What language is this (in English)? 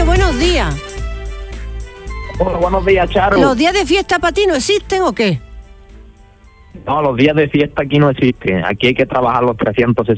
Spanish